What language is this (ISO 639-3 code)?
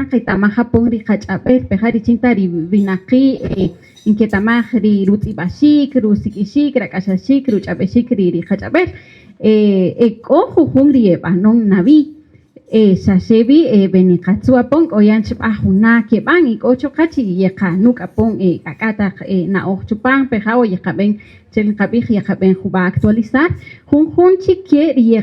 cak